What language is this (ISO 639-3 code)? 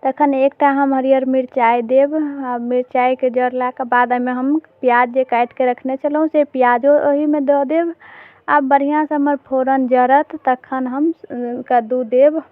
mai